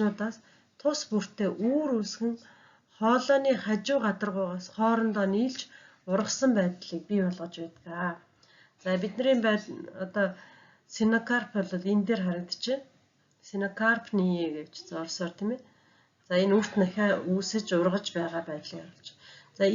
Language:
Mongolian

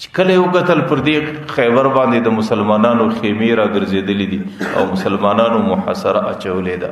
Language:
Pashto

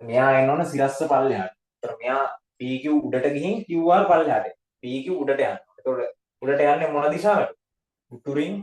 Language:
Sinhala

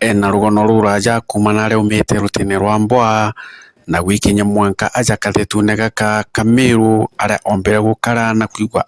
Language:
Meru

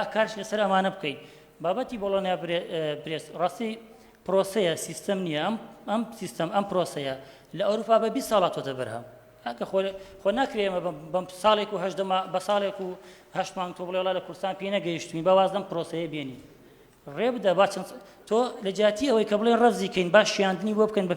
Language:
Central Kurdish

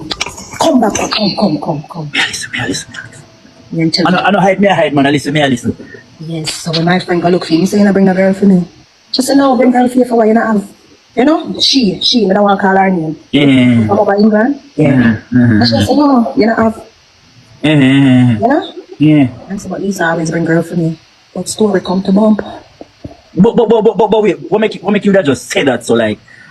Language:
Jamaican Creole English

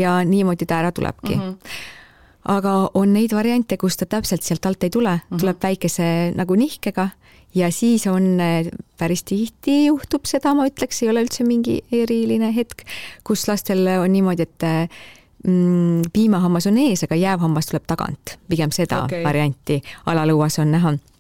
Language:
Estonian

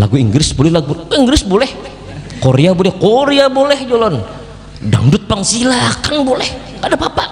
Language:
Banjar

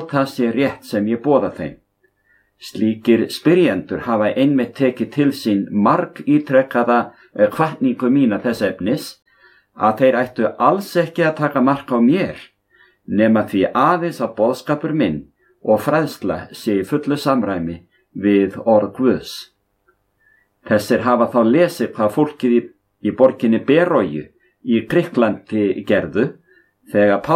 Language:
Icelandic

